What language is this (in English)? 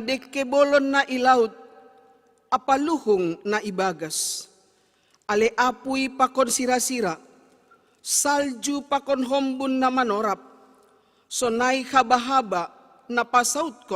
Batak Simalungun